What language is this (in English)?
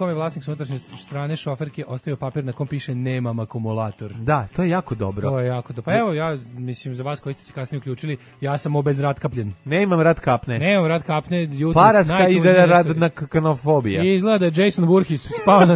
Serbian